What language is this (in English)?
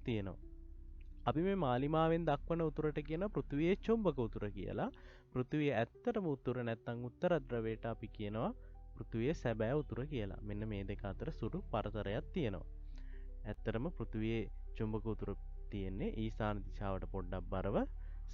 Sinhala